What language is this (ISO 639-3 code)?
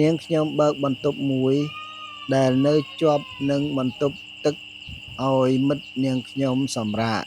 khm